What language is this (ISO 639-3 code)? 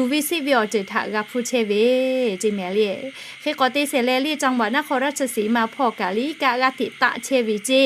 lhu